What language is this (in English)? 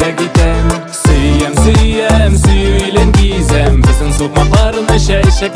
Kazakh